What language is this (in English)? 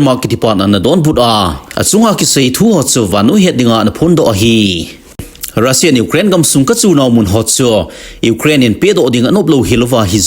Thado Chin